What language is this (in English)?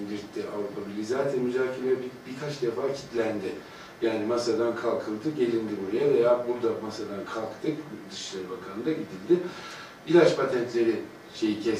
Turkish